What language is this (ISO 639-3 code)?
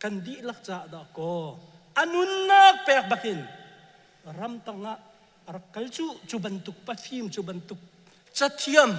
cnh